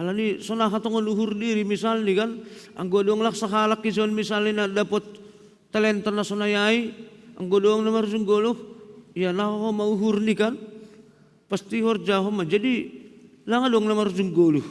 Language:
Batak Simalungun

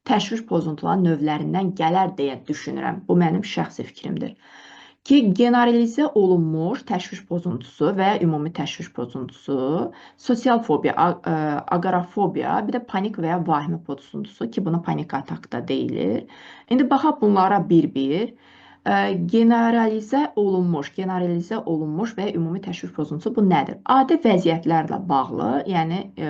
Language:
Azerbaijani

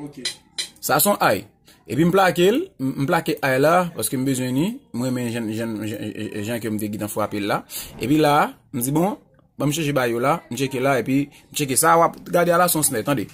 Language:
Haitian Creole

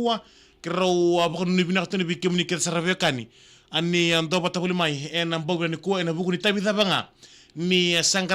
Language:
Fijian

